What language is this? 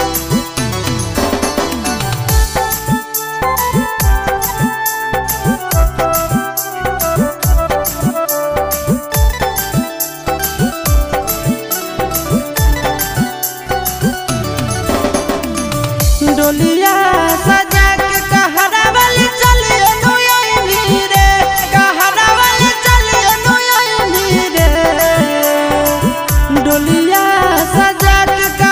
Bhojpuri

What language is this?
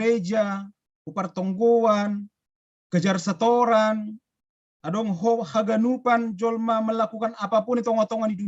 Batak Simalungun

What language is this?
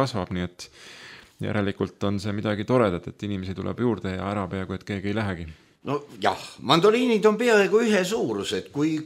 Estonian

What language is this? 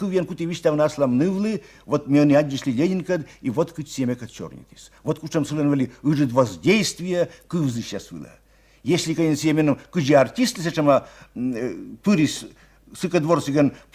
Komi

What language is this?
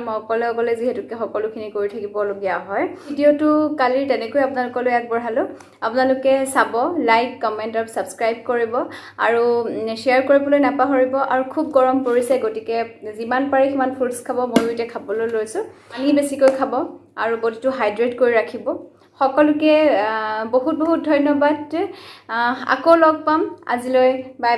Assamese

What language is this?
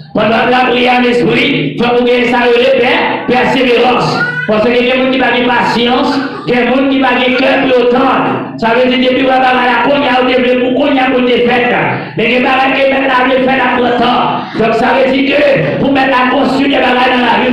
Haitian Creole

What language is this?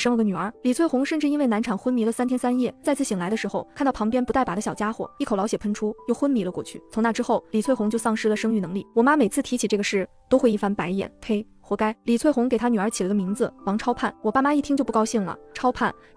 Chinese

